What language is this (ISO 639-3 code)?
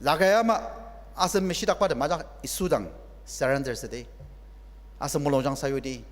njo